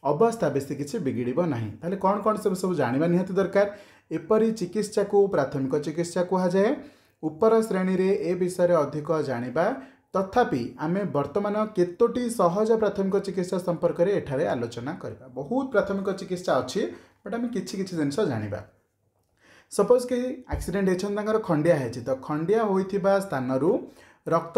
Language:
Odia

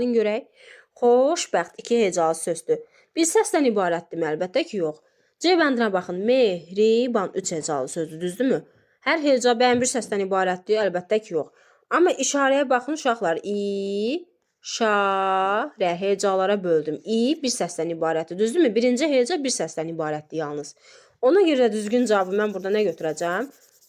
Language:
Azerbaijani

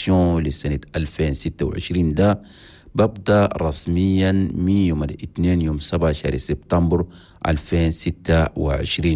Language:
Chadian Arabic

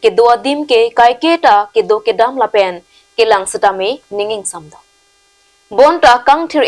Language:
Karbi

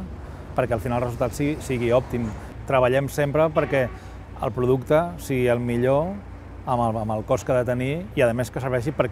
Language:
Catalan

